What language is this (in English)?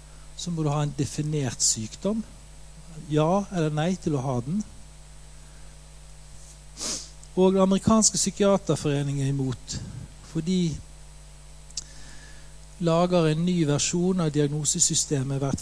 Norwegian